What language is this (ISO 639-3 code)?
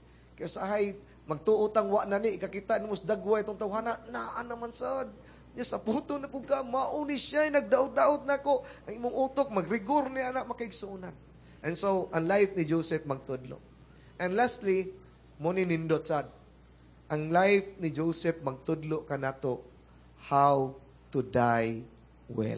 ceb